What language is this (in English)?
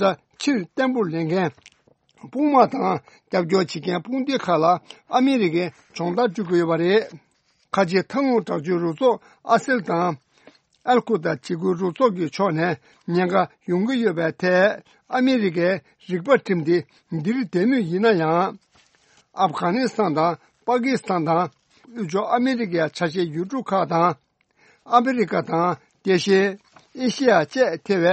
Tibetan